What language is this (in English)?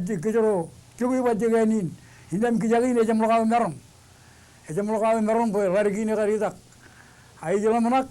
Marshallese